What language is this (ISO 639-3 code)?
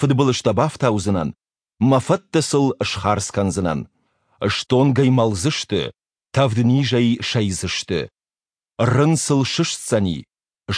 oss